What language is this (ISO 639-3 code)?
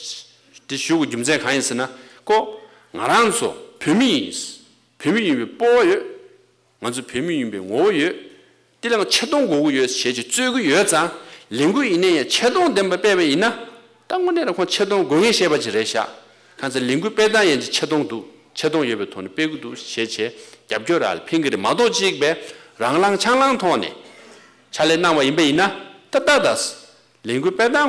bod